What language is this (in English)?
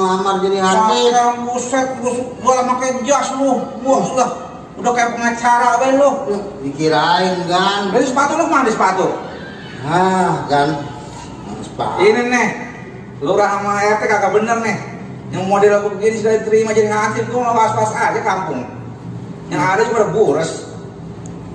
Betawi